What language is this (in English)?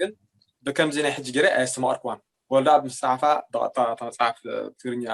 Tigrinya